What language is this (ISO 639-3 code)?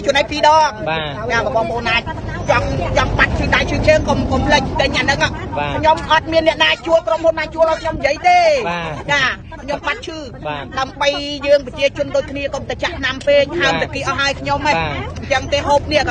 khm